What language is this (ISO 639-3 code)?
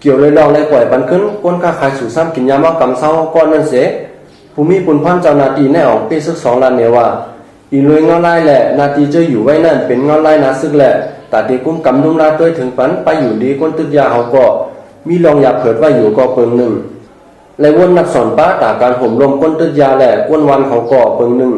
shn